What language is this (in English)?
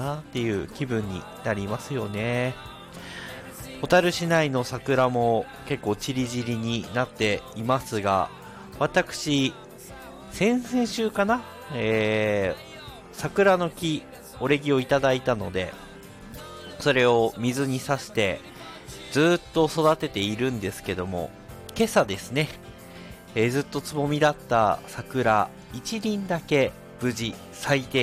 Japanese